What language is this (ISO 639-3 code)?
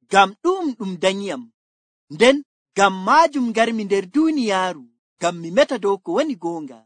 fuv